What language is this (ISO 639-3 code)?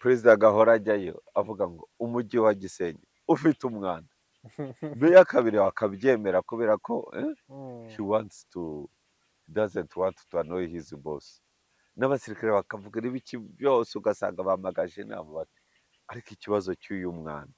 kin